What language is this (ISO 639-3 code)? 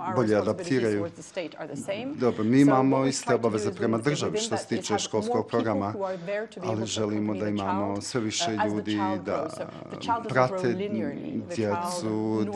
bos